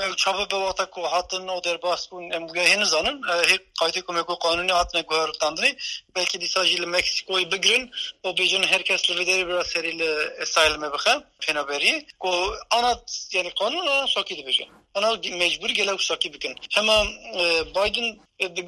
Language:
Kurdish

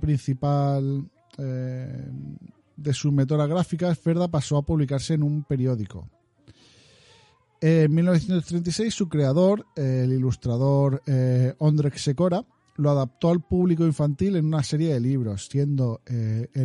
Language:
Spanish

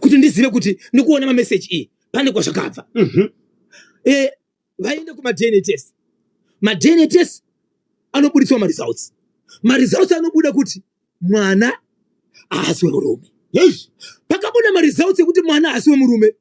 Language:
Shona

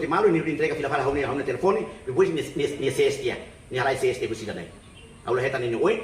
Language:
Tetum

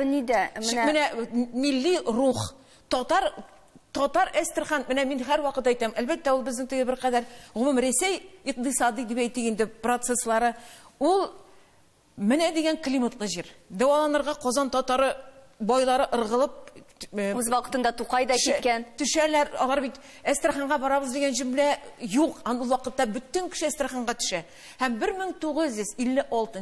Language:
Tatar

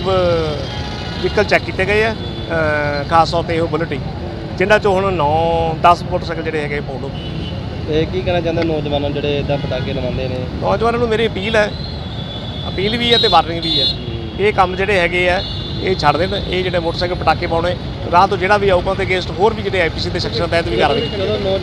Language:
Punjabi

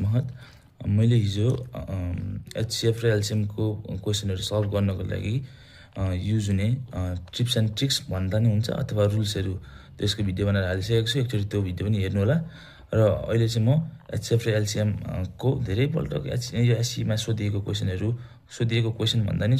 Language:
Nepali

